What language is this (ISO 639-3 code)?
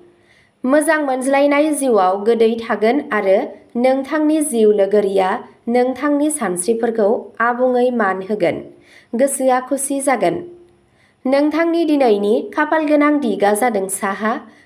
brx